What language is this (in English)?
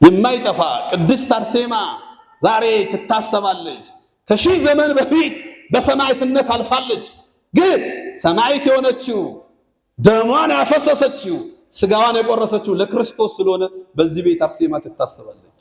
Amharic